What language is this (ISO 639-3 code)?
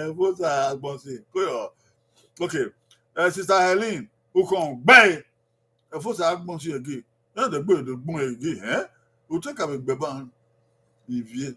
bin